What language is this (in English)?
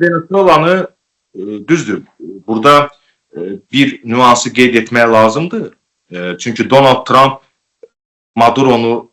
Azerbaijani